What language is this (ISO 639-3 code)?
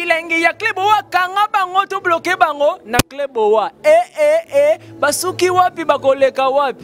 lin